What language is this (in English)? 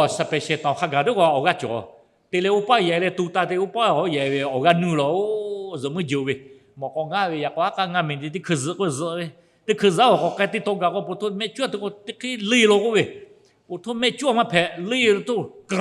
Lahu